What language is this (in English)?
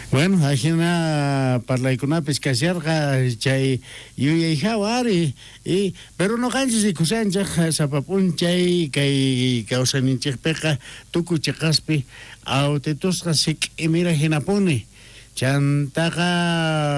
South Bolivian Quechua